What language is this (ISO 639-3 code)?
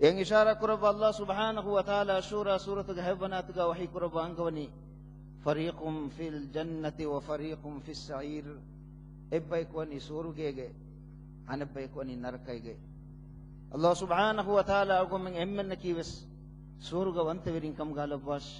div